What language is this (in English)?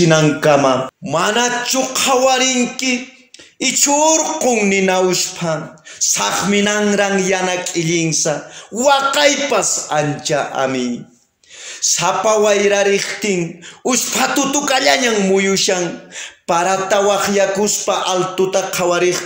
Quechua